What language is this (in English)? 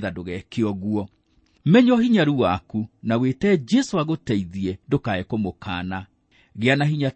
Kikuyu